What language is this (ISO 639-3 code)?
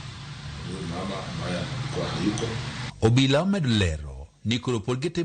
luo